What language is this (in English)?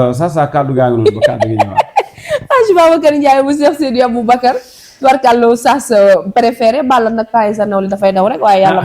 Wolof